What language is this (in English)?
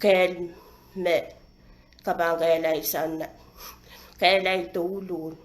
Pohnpeian